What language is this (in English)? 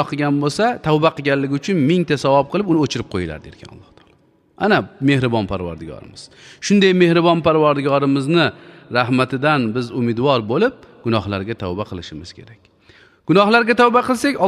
Uzbek